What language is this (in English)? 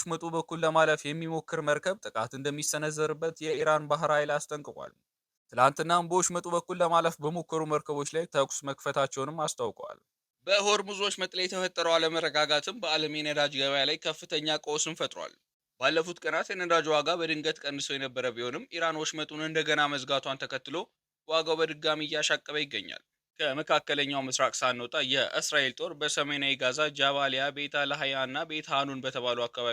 Amharic